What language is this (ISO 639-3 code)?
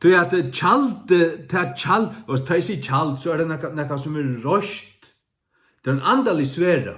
fao